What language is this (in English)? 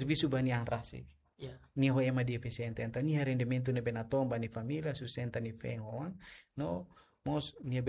Tetum